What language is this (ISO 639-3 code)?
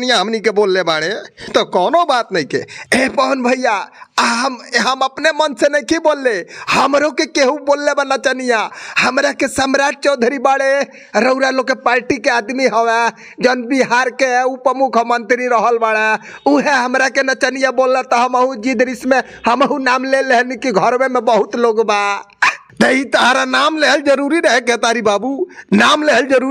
bho